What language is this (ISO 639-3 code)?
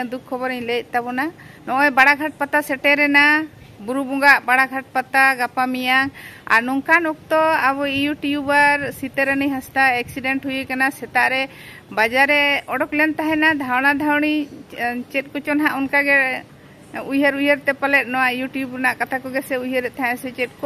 sat